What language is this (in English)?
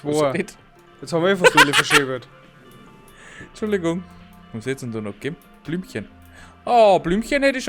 Bavarian